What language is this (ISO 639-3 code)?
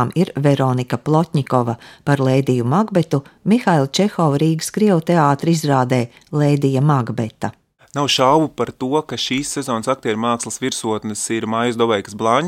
lav